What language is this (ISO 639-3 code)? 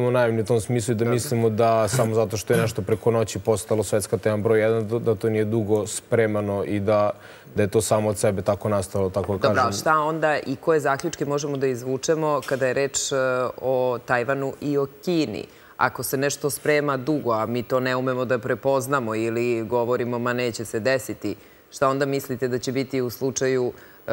srp